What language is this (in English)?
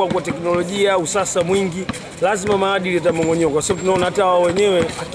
Swahili